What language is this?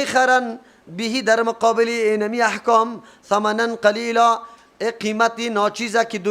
Persian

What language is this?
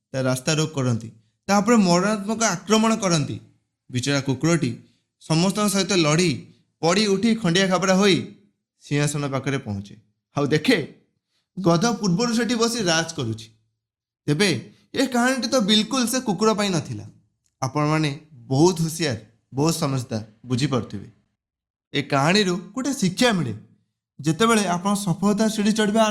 Odia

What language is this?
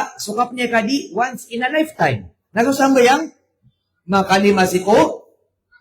Maranao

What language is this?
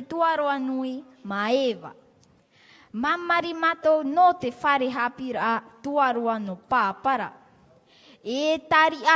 Tahitian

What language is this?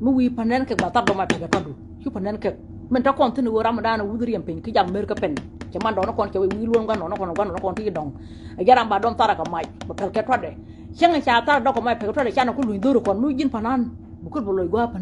Nuer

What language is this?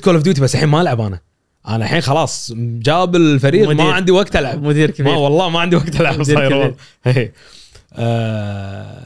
Gulf Arabic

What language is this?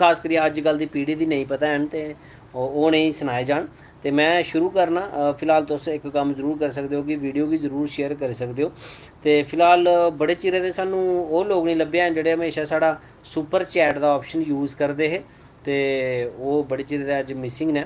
Dogri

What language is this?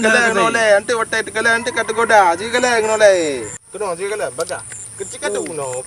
Achinese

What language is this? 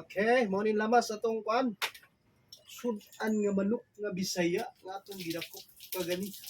Cebuano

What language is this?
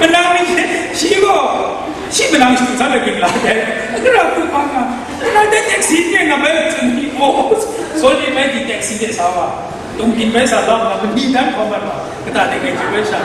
Kachin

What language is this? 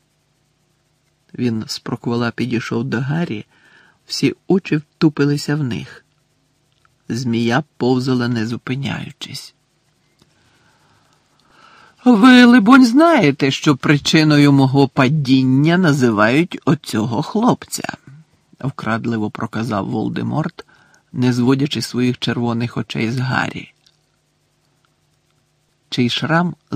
Ukrainian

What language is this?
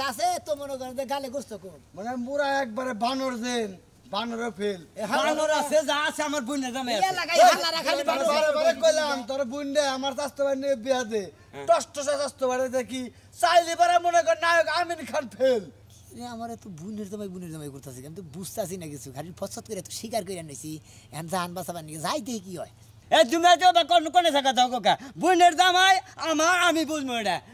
Bangla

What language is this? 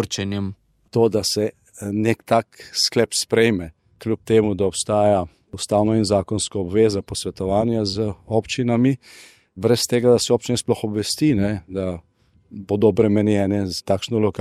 Slovenian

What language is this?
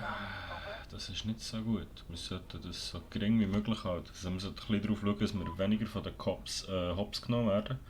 Swiss German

